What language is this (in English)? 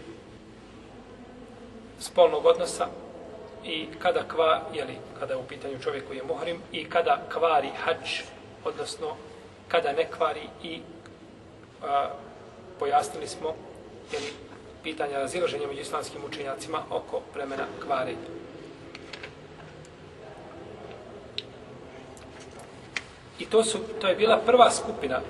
Bosnian